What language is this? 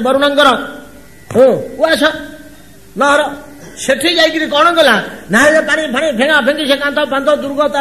Odia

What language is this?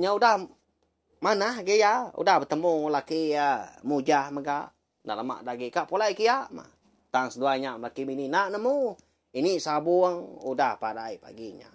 Iban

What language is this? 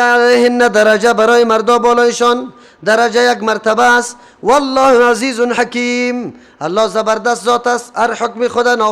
Persian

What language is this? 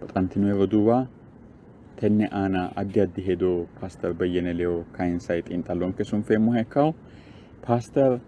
Sidamo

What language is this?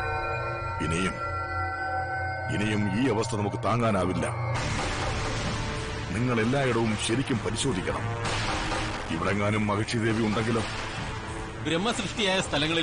Malayalam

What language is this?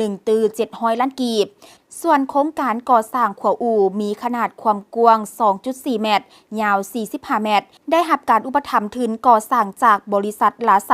Lao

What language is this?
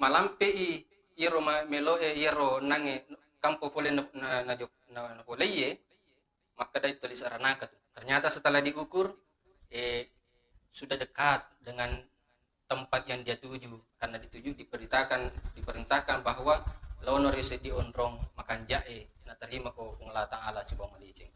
Buginese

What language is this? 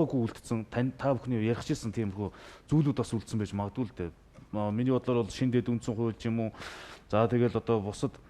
Mongolian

